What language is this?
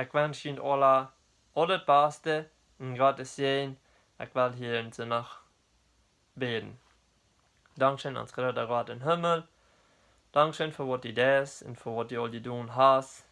Plautdietsch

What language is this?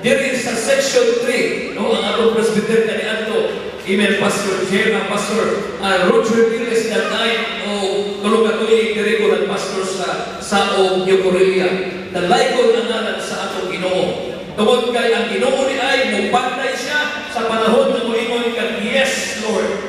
Cebuano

